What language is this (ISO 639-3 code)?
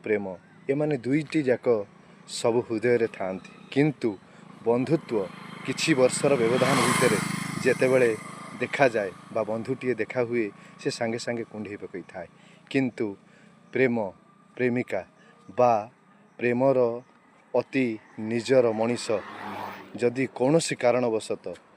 ori